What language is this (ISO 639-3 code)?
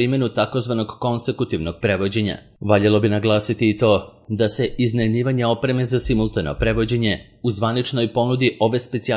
srp